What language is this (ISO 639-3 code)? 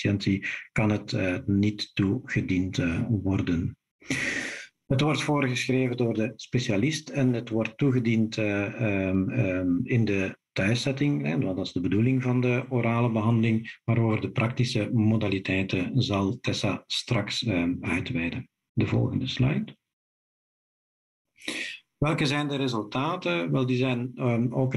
nld